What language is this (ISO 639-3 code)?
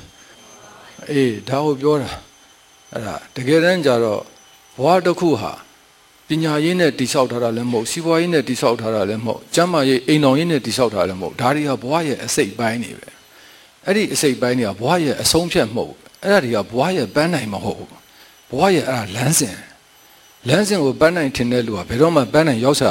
mya